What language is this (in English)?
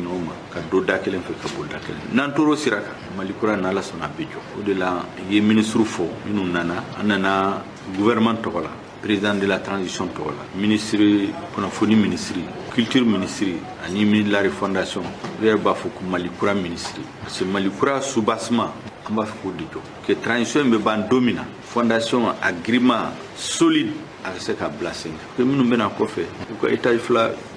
Bambara